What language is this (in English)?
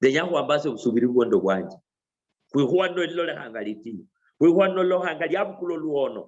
Luyia